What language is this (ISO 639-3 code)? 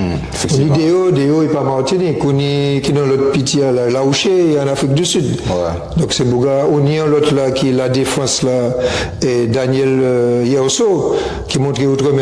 gcf